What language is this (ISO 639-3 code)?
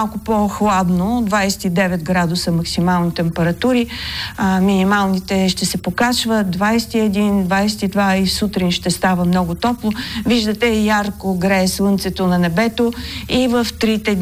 bul